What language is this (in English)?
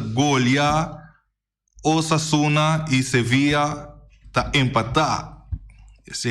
Papiamento